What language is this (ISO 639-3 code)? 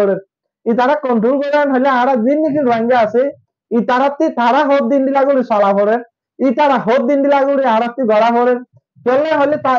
rhg